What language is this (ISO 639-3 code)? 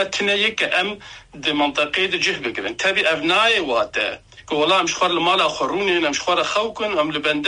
kur